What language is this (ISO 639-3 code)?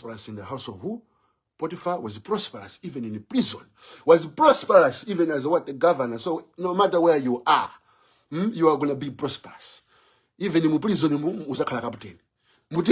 nya